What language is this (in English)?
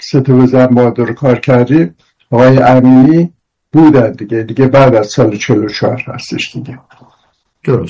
Persian